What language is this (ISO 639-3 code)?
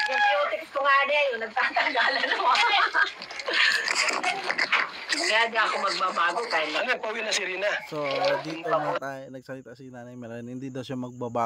fil